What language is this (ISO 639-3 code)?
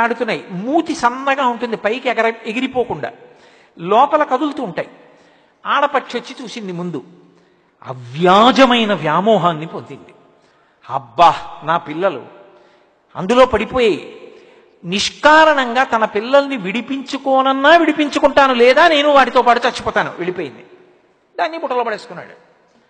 tel